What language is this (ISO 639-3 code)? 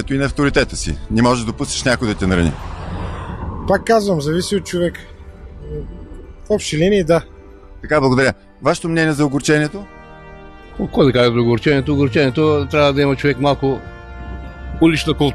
bul